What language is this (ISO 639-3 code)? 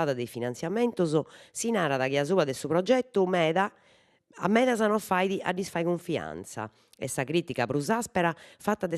srd